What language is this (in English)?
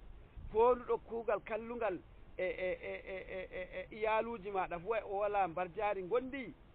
Nigerian Fulfulde